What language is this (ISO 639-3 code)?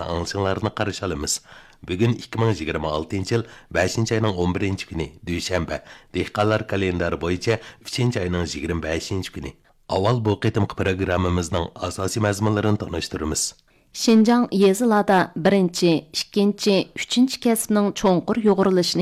uig